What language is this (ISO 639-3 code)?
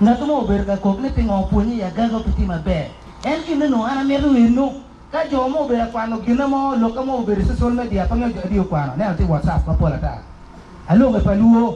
ach